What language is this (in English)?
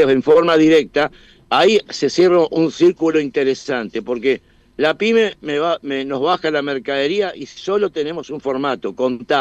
Spanish